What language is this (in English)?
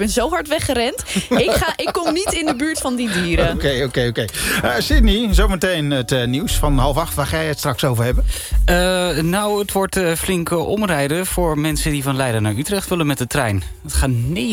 Dutch